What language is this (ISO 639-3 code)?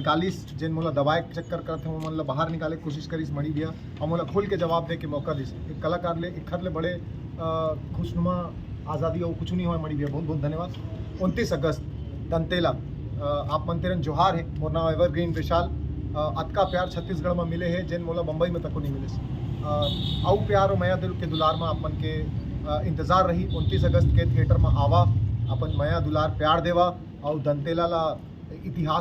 hne